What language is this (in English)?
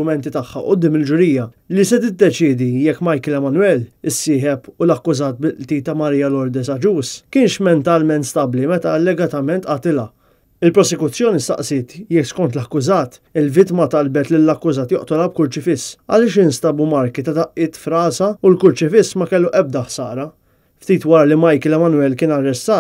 Maltese